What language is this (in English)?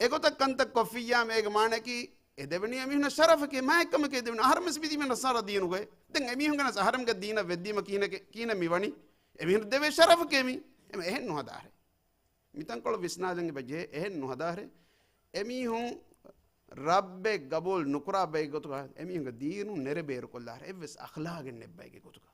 Divehi